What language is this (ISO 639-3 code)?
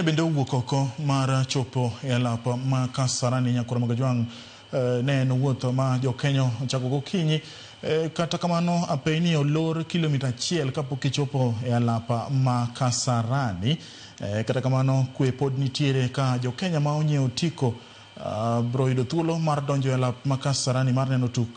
luo